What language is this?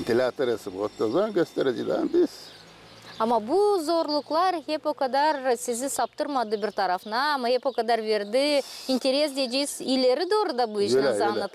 Gagauz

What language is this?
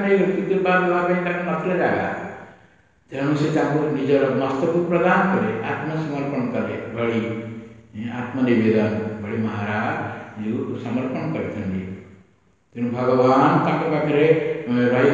Odia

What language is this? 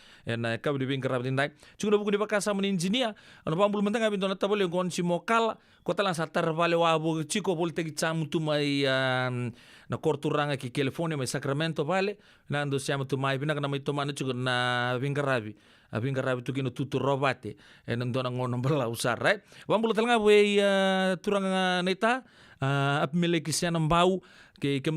Fijian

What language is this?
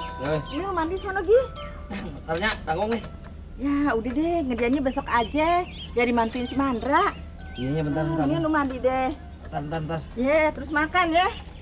Betawi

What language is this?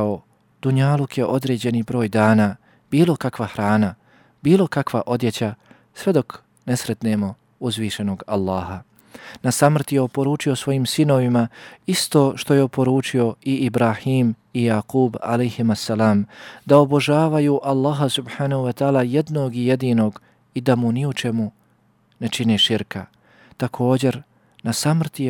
Bosnian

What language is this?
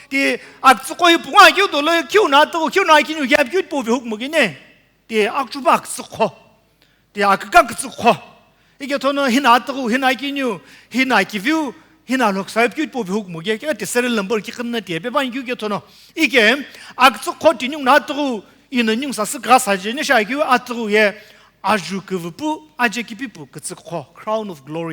Sumi Naga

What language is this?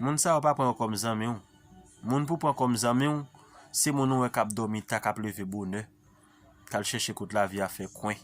Haitian Creole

